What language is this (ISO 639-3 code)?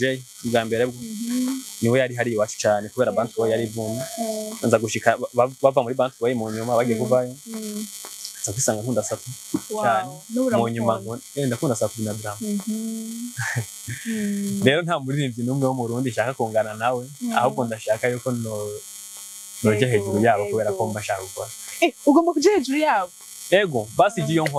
run